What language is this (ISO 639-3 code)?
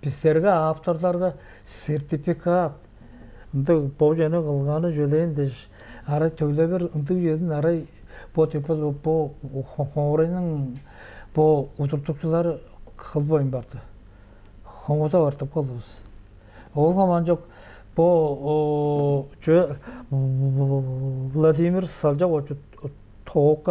tyv